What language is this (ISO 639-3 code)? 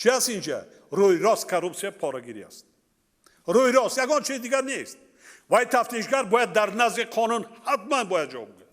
tgk